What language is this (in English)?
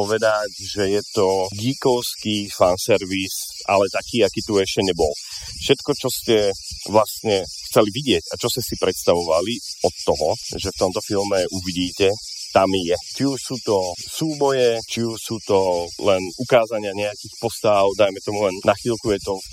Slovak